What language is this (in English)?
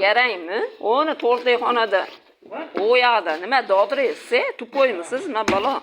Uzbek